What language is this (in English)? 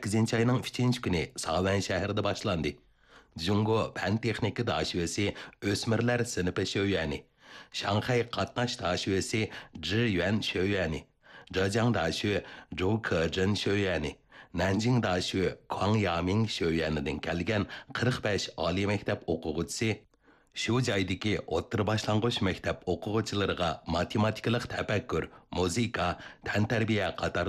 Uyghur